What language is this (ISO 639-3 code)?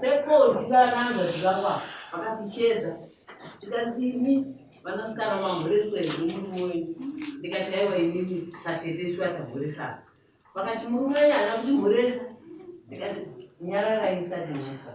sna